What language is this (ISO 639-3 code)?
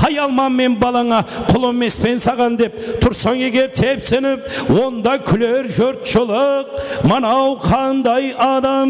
kaa